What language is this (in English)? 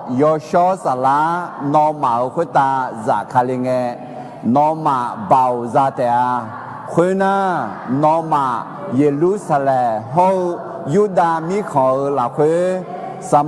Akha